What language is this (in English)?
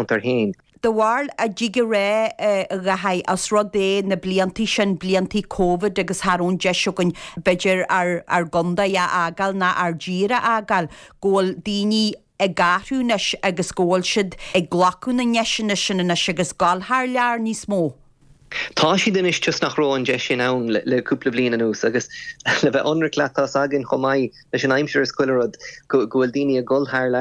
Irish